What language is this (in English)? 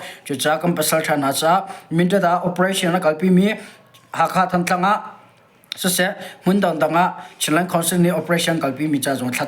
Hakha Chin